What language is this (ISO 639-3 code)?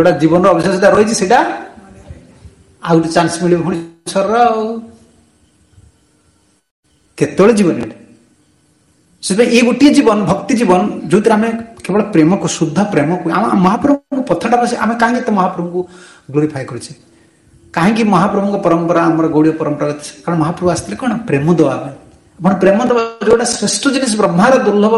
ori